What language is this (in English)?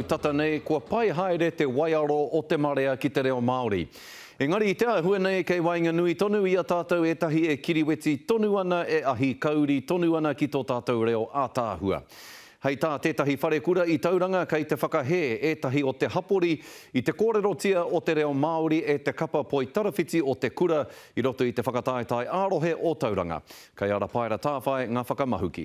Māori